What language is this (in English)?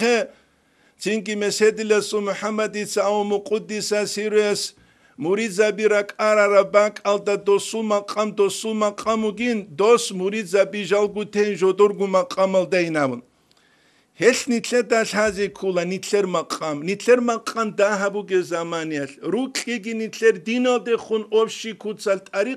Avaric